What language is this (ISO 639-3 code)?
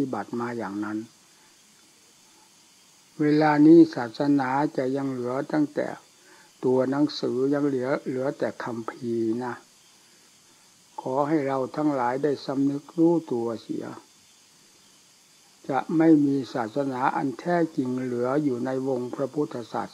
tha